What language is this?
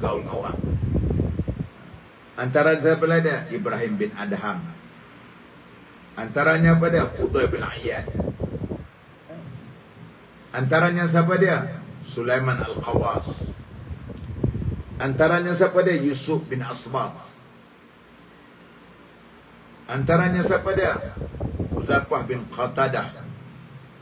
Malay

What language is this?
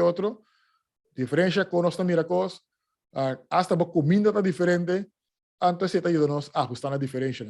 Papiamento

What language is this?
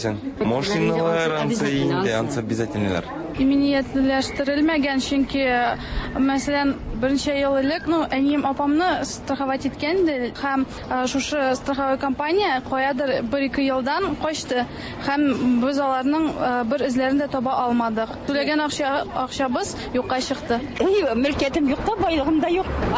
Tatar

